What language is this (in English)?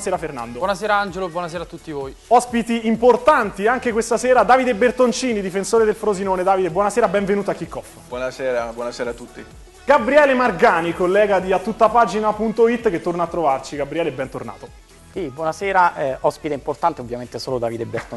Italian